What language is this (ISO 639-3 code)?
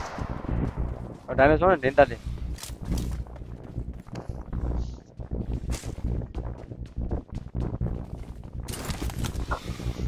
mya